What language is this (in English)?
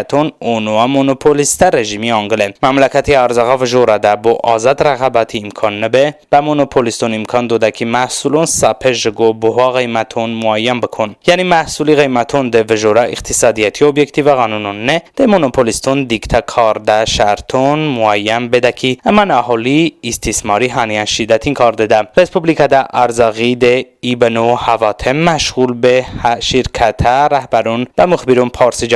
Talysh